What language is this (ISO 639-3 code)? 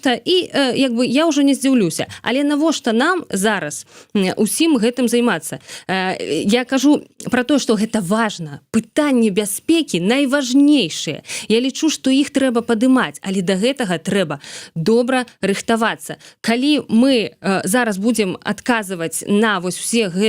bel